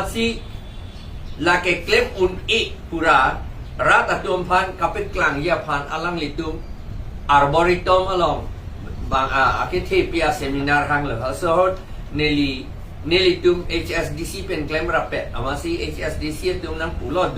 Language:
Karbi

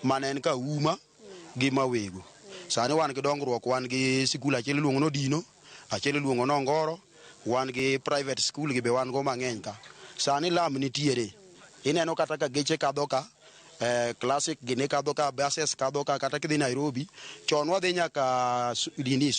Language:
Luo (Kenya and Tanzania)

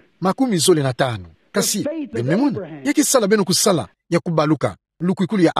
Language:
Kituba (Democratic Republic of Congo)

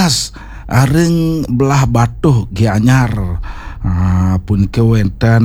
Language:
Balinese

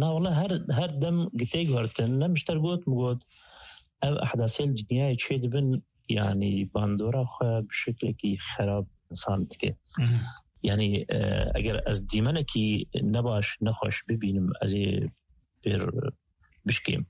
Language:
Kurdish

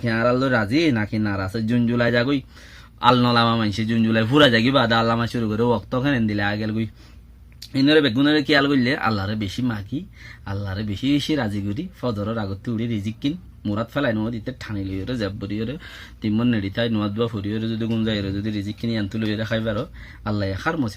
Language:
Rohingya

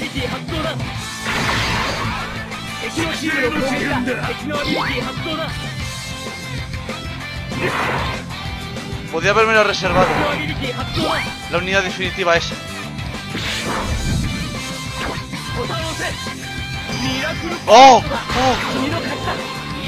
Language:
Spanish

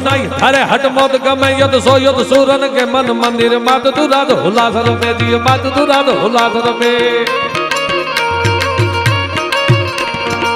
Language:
Gujarati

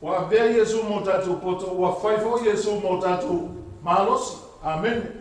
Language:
Samoan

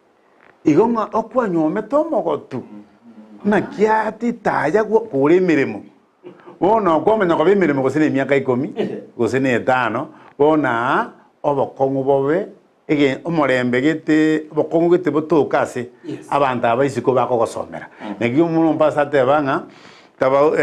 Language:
Gusii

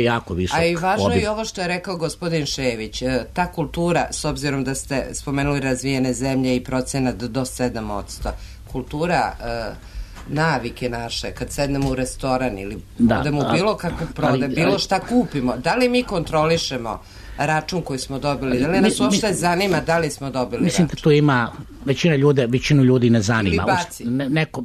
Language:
Serbian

